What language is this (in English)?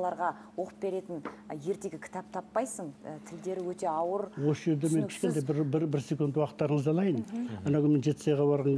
Kazakh